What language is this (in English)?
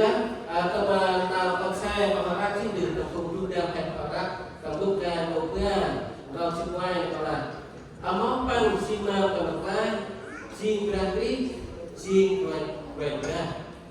Central Mnong